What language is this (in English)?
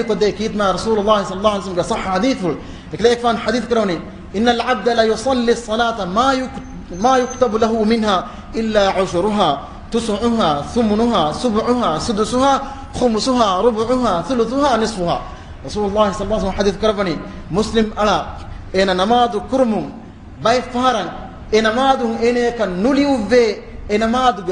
Divehi